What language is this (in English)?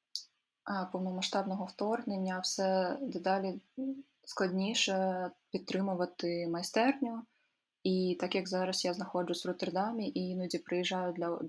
Ukrainian